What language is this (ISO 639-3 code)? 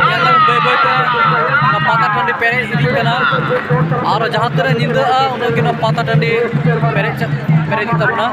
sat